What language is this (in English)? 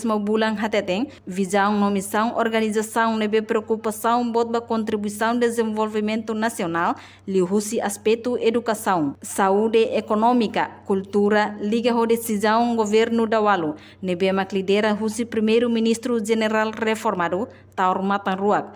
Tetum